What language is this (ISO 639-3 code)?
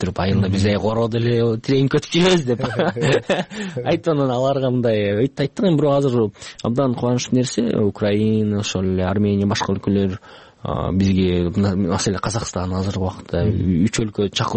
kir